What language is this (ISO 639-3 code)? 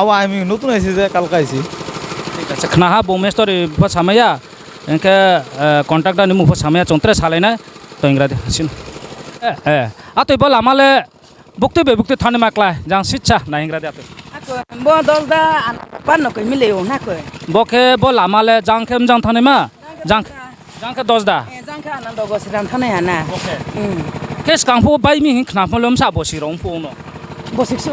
ria